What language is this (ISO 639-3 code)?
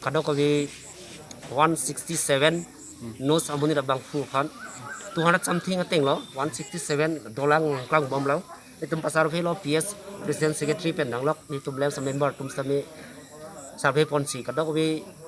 mjw